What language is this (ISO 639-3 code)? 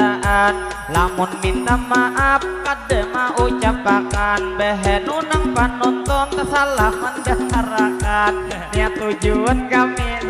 bjn